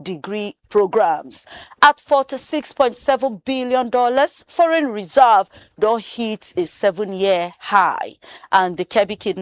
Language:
Nigerian Pidgin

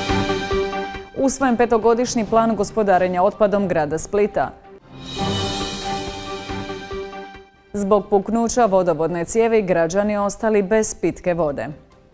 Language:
Croatian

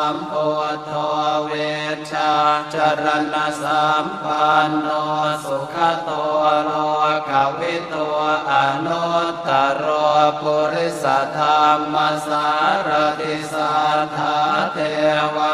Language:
Pali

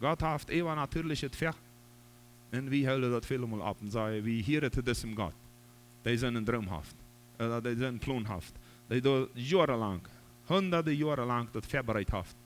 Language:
Plautdietsch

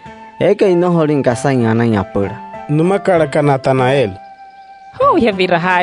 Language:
Wayuu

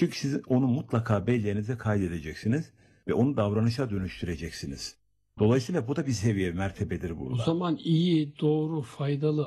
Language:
Turkish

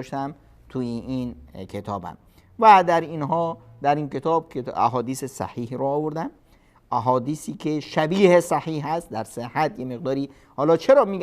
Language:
Persian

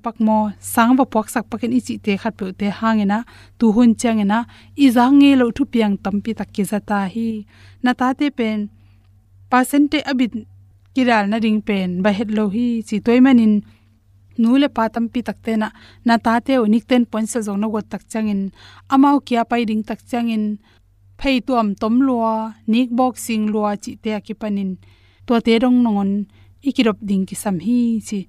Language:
Tedim Chin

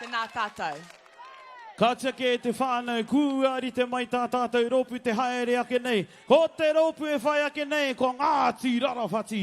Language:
Māori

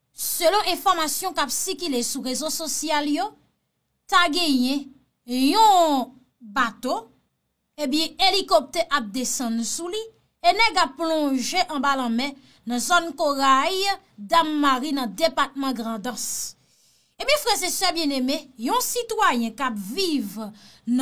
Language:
Haitian Creole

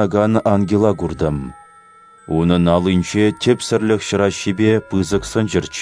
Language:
Chuvash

